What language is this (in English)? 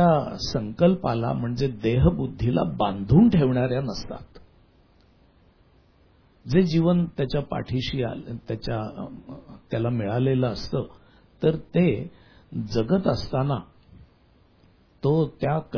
Marathi